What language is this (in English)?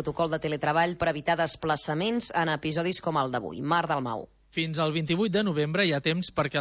Catalan